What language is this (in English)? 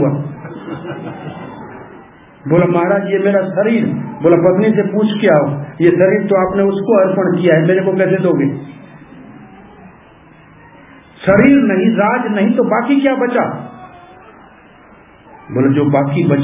Hindi